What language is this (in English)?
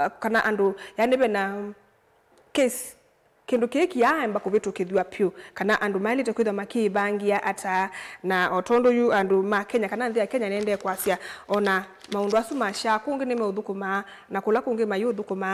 Kamba